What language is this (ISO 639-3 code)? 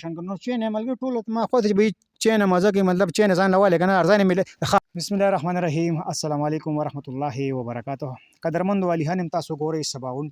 pus